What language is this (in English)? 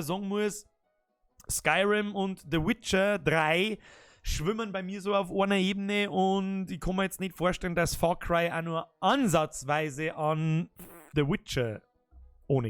Bavarian